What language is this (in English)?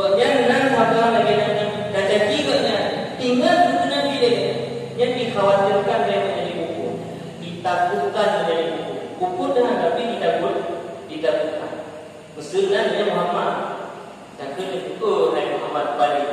Achinese